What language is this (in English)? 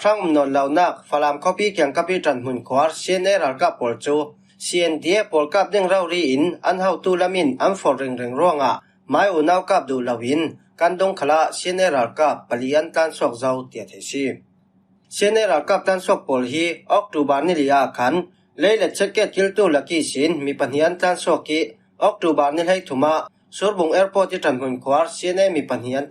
Falam Chin